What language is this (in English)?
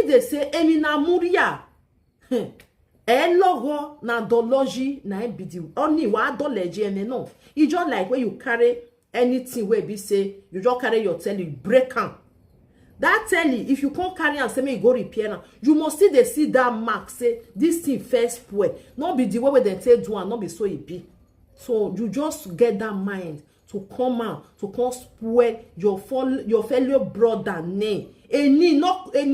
Nigerian Pidgin